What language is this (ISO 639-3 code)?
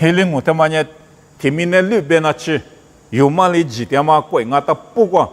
lis